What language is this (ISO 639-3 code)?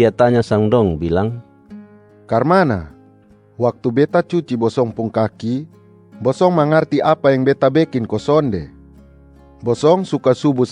mkn